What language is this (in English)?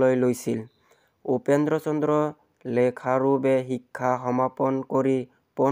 Assamese